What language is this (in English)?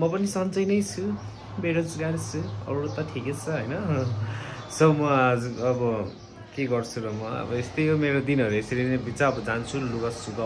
Nepali